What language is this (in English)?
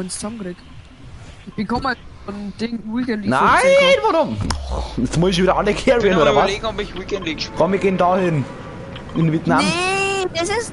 Bavarian